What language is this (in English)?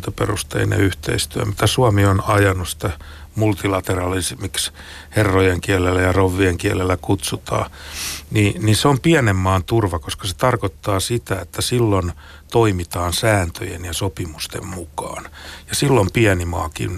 Finnish